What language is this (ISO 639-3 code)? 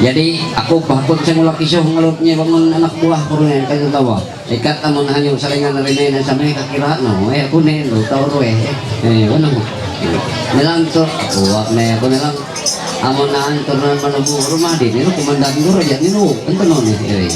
mhy